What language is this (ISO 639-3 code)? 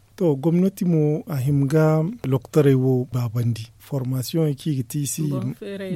dje